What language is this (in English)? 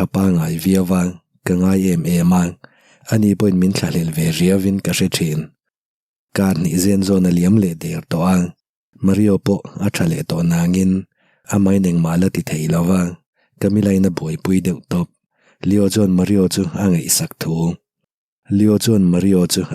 Mizo